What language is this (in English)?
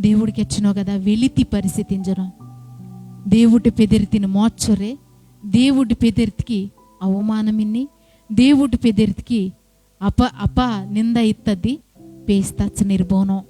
Koya